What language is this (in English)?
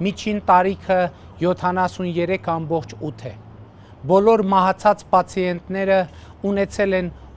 Armenian